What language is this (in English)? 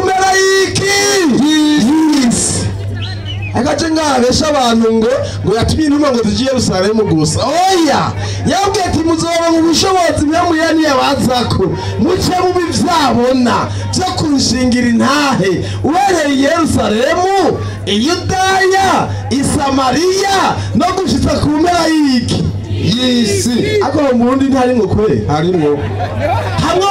Rundi